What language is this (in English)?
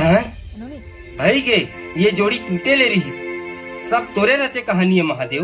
Chhattisgarhi